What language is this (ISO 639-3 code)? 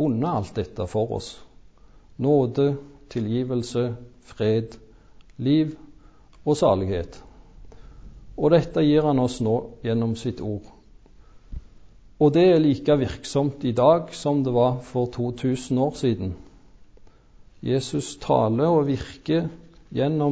nor